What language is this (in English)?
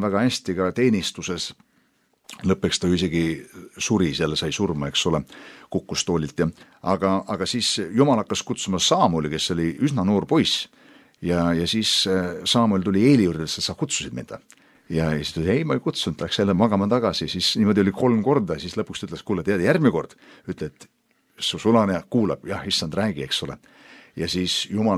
Estonian